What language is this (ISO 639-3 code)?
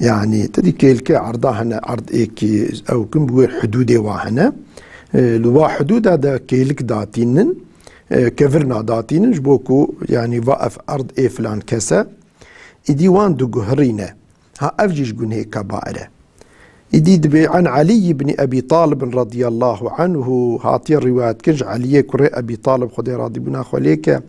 kur